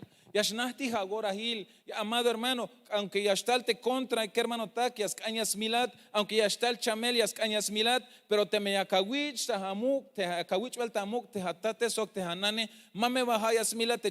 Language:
Tzeltal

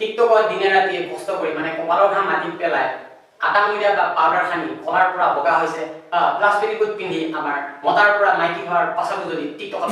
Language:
Assamese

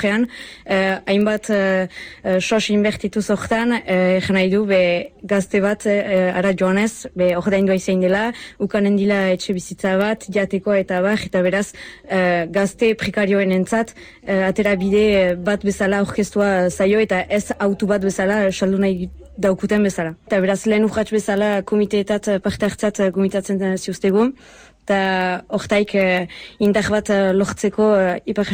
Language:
Basque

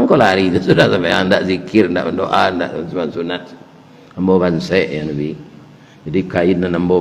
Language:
Minangkabau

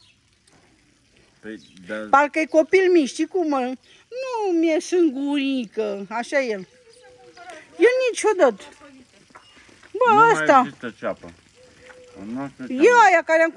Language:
Romanian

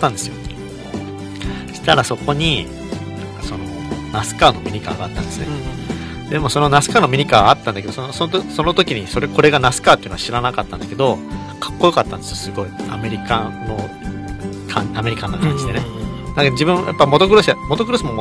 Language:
Japanese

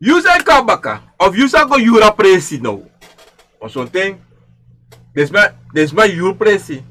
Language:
Sranan Tongo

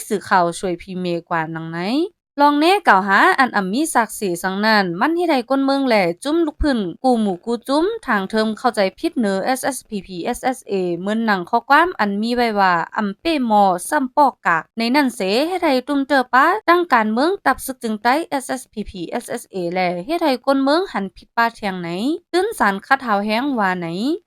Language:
Shan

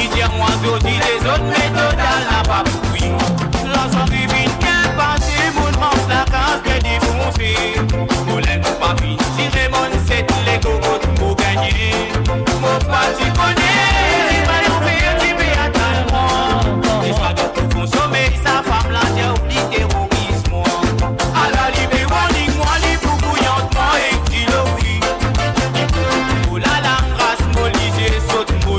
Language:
Morisyen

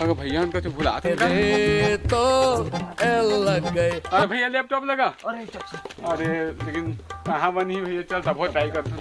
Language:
Chhattisgarhi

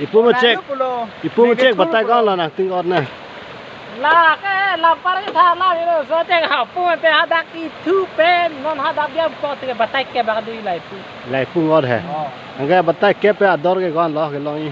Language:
Karbi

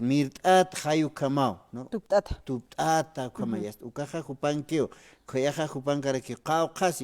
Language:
Aymara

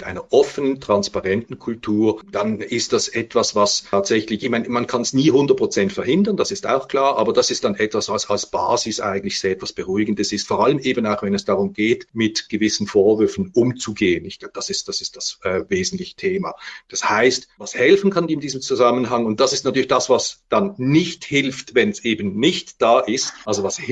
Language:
German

